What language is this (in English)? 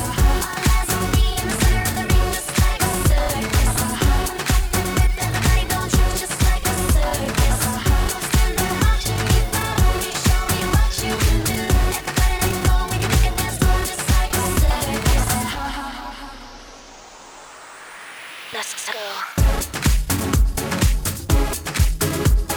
English